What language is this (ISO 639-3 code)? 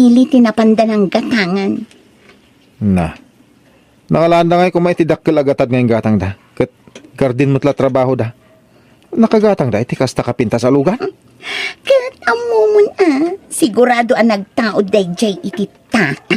ilo